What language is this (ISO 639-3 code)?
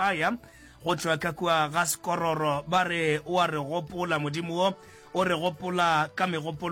nso